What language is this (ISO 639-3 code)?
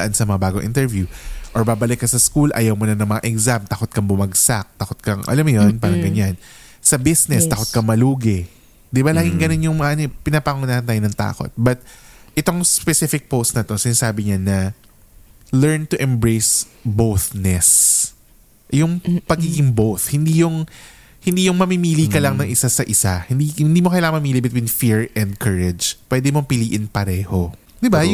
fil